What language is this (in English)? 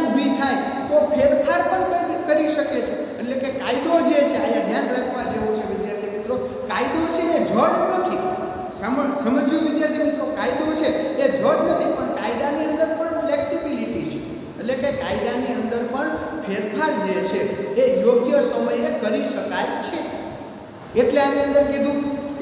Gujarati